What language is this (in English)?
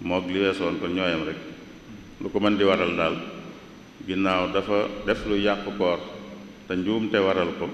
Wolof